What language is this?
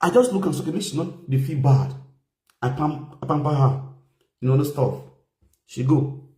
Nigerian Pidgin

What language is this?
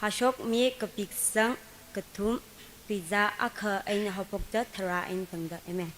Tangkhul Naga (India)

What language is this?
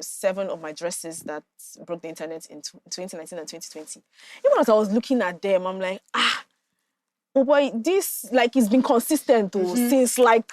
Nigerian Pidgin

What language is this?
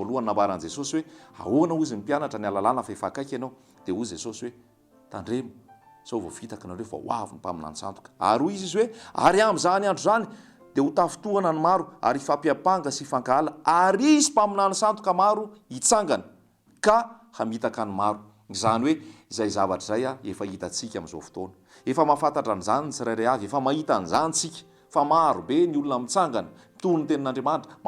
Malagasy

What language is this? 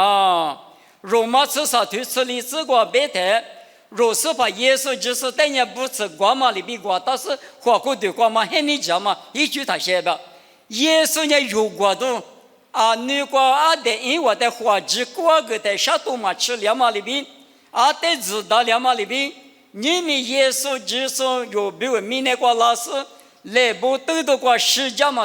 Lisu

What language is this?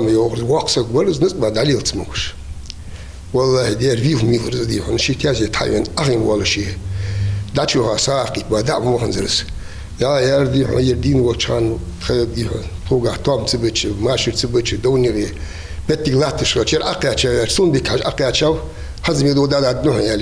Ingush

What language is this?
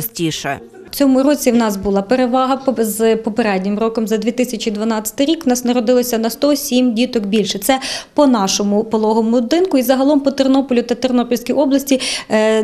Ukrainian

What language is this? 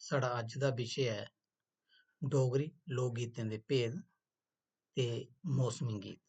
Dogri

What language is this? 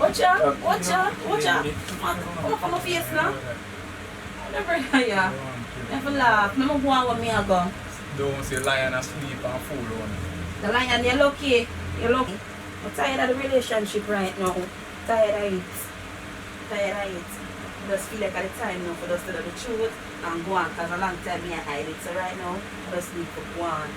Jamaican Creole English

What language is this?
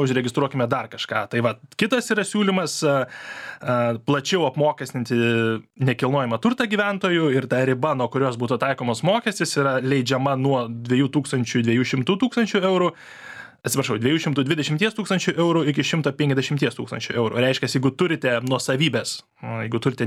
Lithuanian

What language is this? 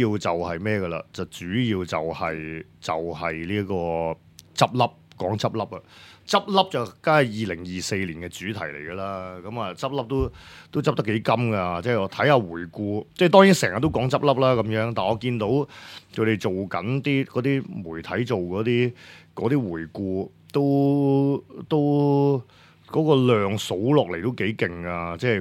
Cantonese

